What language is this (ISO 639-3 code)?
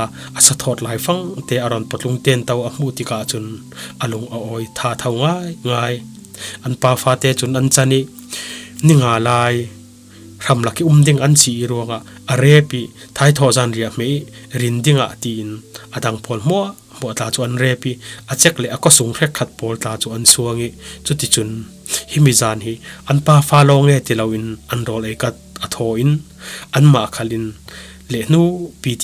cfm